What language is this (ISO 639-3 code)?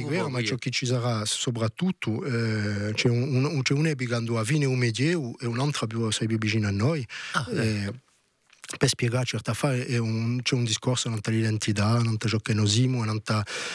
ita